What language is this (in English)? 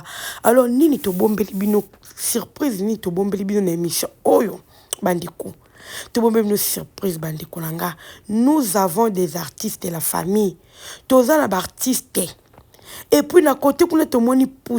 Lingala